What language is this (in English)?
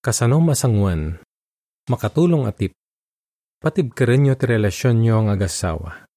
Iloko